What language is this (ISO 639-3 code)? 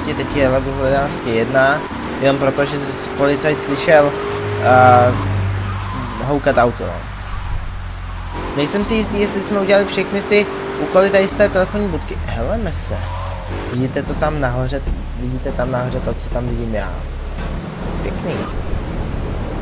ces